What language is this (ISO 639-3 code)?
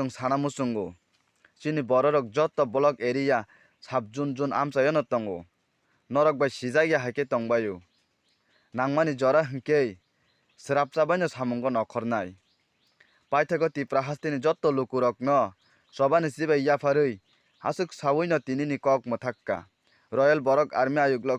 trp